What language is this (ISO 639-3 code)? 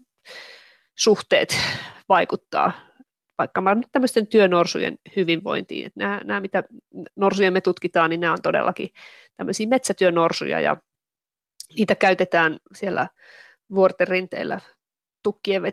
fin